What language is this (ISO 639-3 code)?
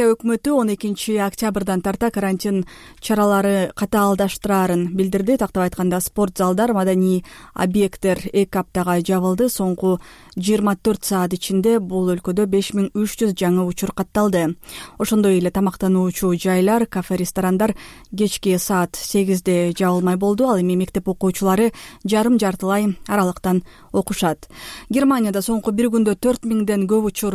kir